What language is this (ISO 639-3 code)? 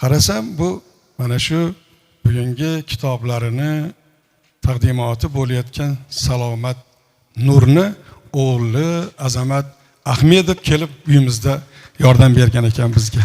uzb